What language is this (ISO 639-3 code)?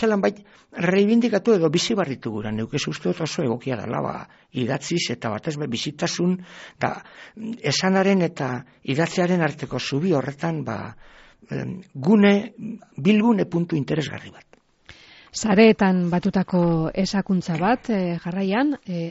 eus